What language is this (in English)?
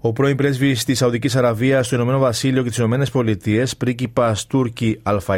Greek